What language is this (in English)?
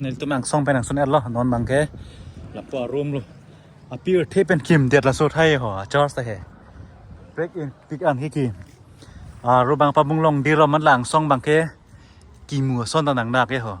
Karbi